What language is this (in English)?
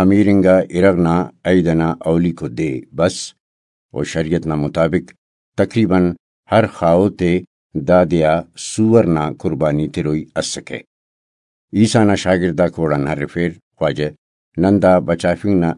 Brahui